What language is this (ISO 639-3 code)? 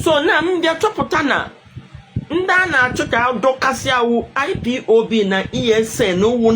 ibo